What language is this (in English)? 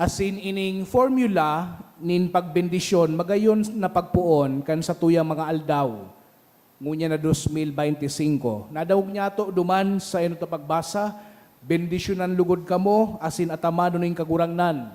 Bikol